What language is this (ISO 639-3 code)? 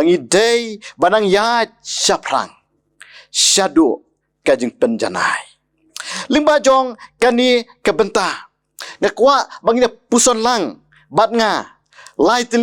kha